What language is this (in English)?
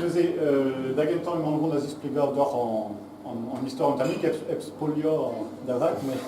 Breton